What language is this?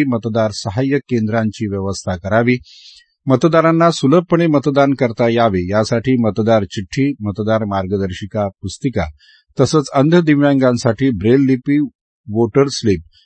Marathi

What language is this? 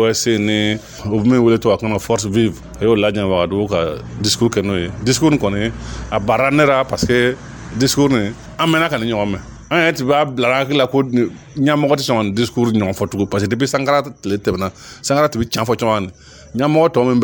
Dyula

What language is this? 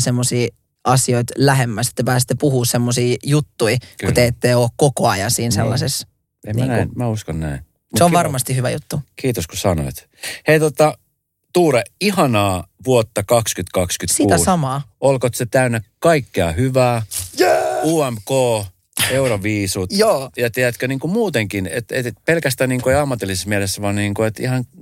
Finnish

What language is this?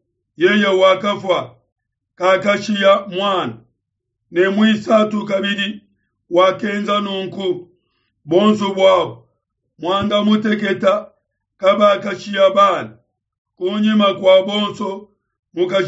Luba-Lulua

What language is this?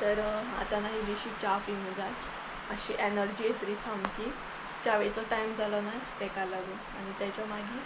Konkani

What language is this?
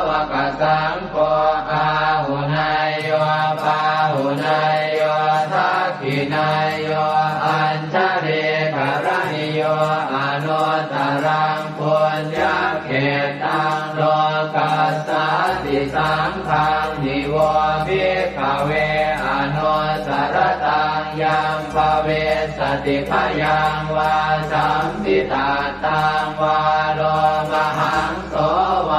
Pali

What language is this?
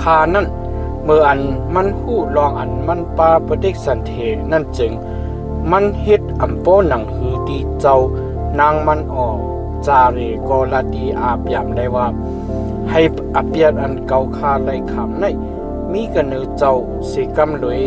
Shan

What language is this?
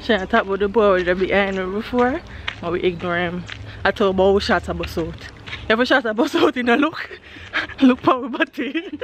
Jamaican Creole English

